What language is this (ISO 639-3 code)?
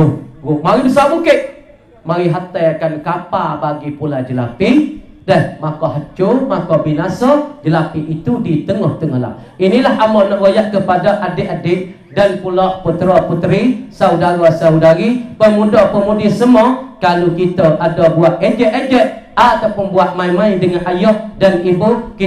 msa